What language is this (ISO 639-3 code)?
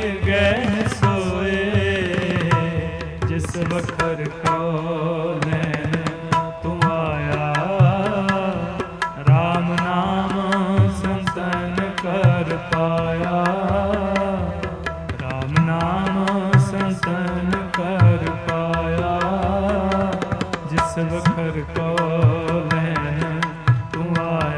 pan